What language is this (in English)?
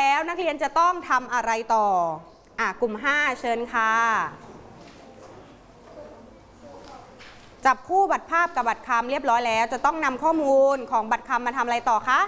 Thai